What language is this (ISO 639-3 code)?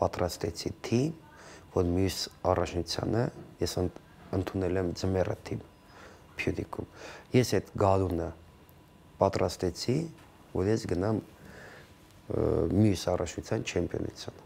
hye